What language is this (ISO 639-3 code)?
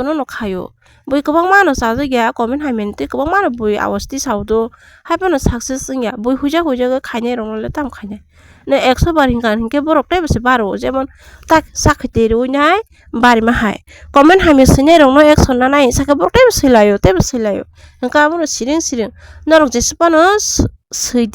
trp